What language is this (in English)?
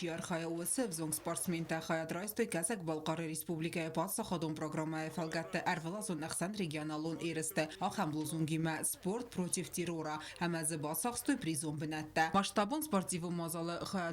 Ossetic